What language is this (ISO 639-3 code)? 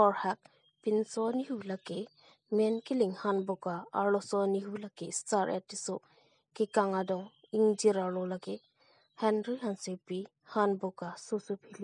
mjw